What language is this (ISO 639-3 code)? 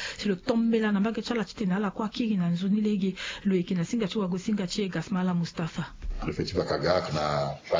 sag